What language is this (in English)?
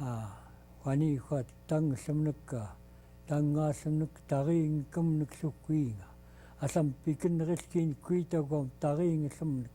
Central Yupik